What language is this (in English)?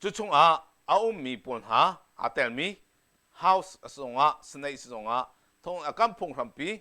Hakha Chin